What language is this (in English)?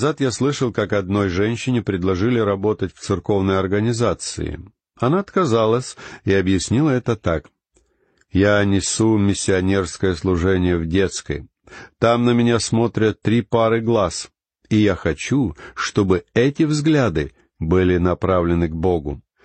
Russian